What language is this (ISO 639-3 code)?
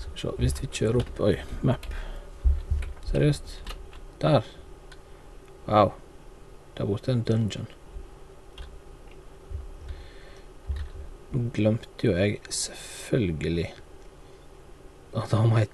nor